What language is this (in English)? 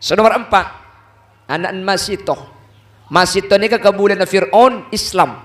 Madurese